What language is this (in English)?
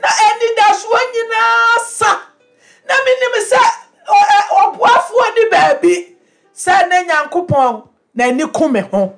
Akan